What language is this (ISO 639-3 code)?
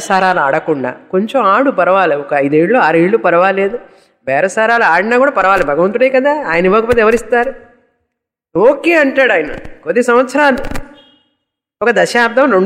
tel